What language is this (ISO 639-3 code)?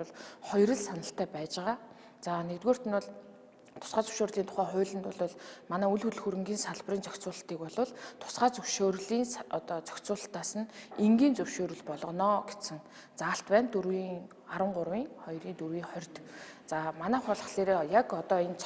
mon